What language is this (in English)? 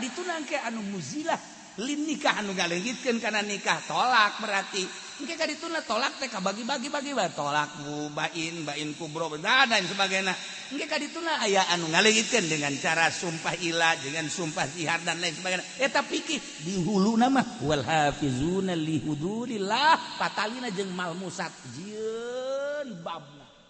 Sundanese